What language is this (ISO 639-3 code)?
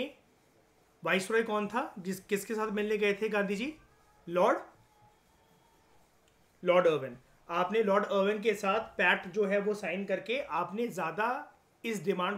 hin